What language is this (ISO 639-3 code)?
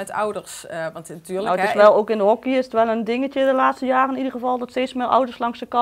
nld